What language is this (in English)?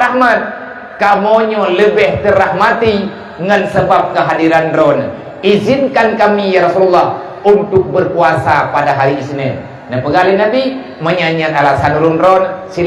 Achinese